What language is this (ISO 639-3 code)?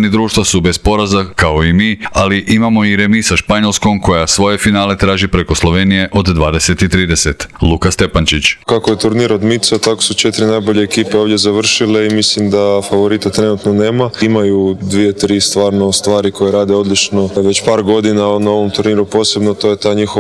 hrv